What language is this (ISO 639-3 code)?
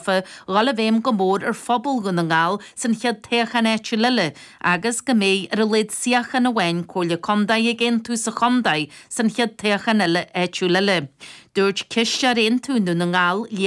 gle